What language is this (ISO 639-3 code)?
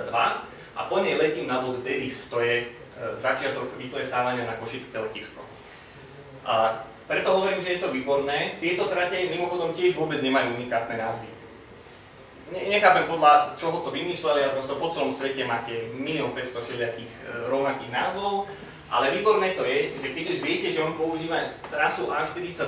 slk